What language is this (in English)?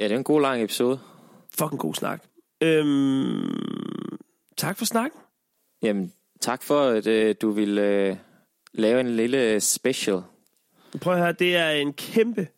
Danish